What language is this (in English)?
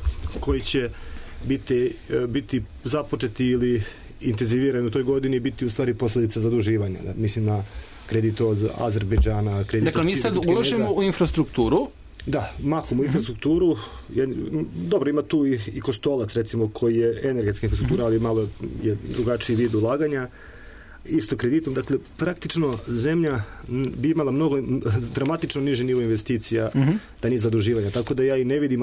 Serbian